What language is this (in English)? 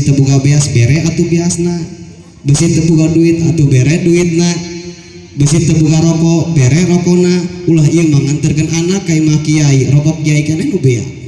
Sundanese